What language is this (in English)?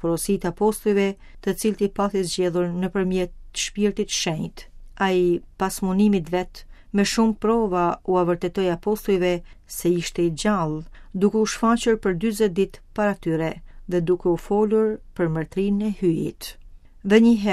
Albanian